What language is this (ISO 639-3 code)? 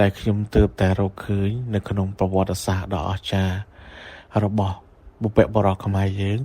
khm